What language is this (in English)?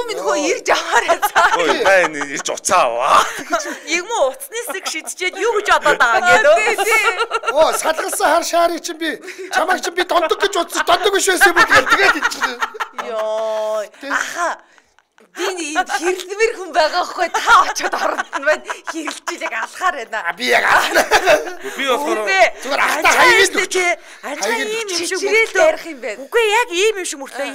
Mongolian